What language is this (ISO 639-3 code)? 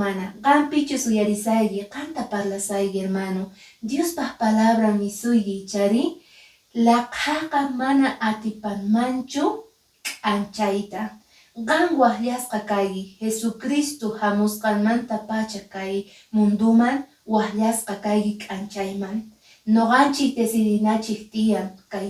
que